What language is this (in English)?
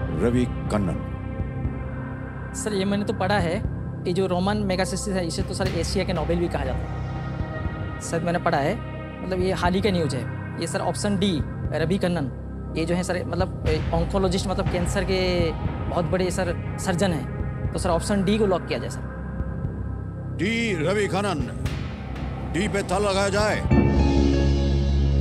Hindi